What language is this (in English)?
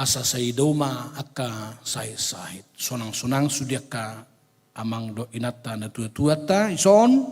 Batak Toba